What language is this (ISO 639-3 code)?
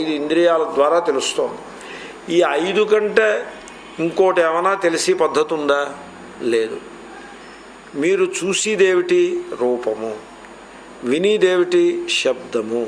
tel